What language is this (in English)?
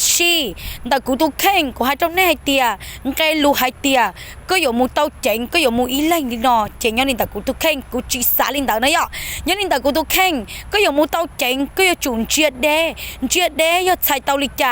Hmong